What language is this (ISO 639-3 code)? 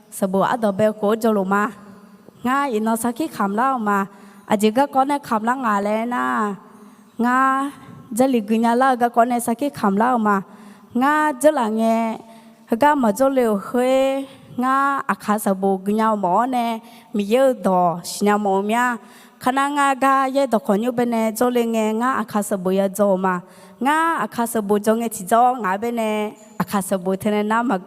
ahk